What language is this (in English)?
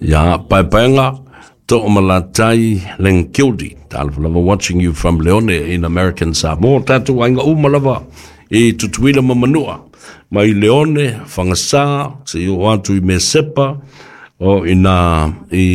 Samoan